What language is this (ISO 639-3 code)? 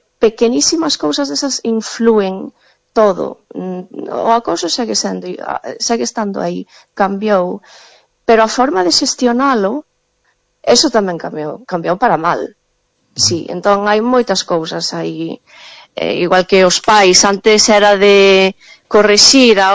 glg